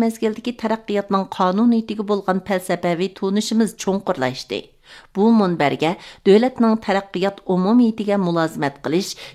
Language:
Uyghur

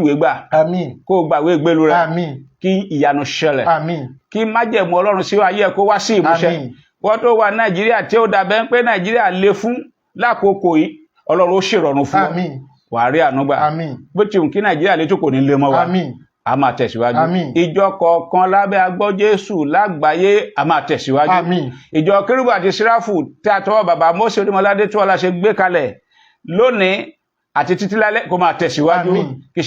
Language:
Yoruba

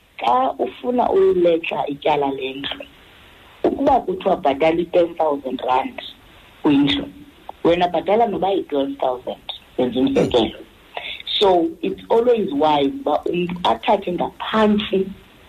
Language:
Xhosa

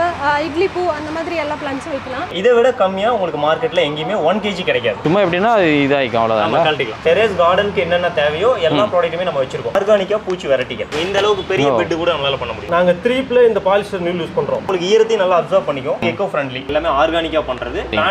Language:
Tamil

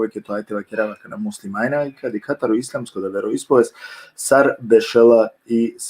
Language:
Balkan Romani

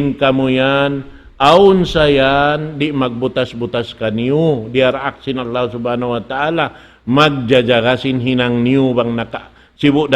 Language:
Tausug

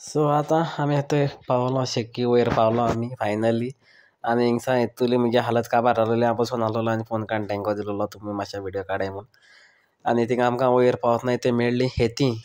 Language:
Konkani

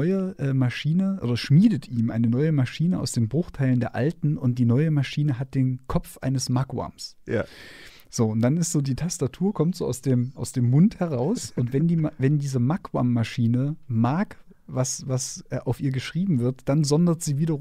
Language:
German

